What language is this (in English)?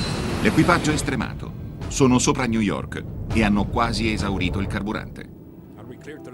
Italian